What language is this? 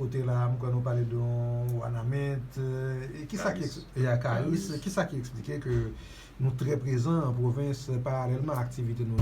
Haitian Creole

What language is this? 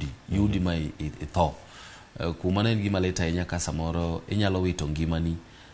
Luo (Kenya and Tanzania)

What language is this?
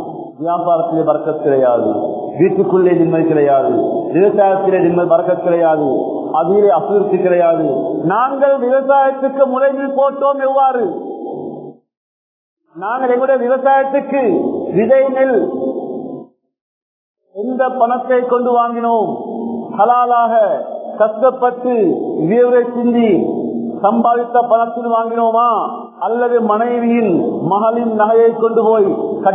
Tamil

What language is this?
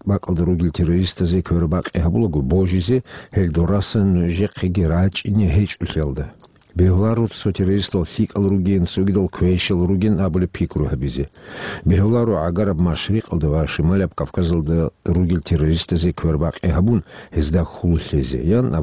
Avaric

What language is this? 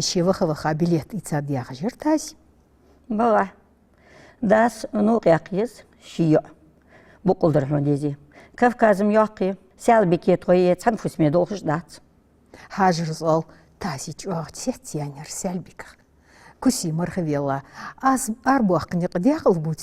Ingush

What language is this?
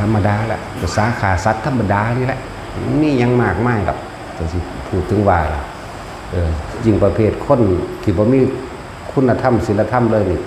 Northeastern Thai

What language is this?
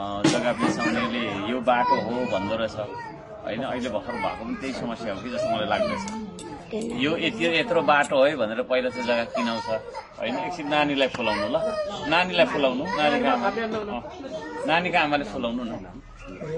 Nepali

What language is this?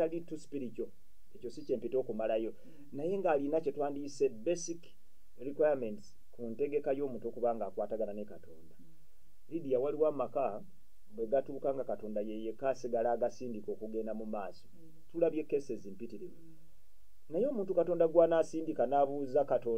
Ganda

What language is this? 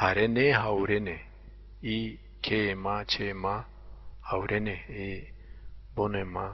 Zaza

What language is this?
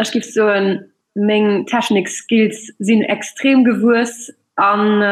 Luxembourgish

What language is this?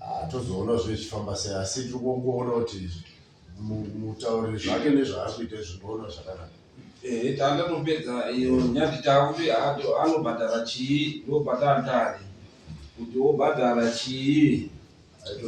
Shona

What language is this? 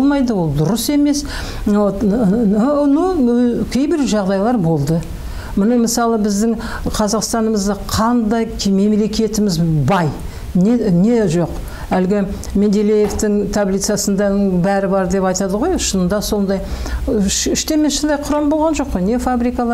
Kazakh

